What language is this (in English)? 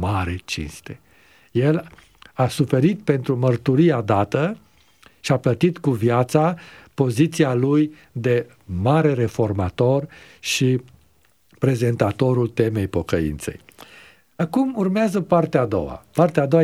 Romanian